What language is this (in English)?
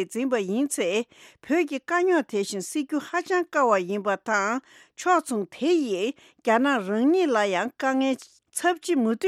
Tibetan